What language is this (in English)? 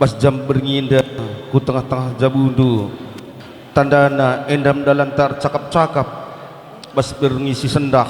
Batak Karo